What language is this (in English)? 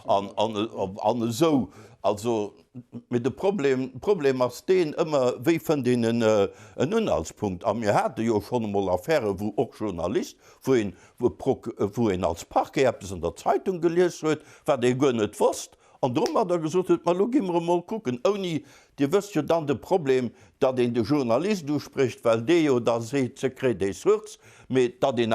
Luxembourgish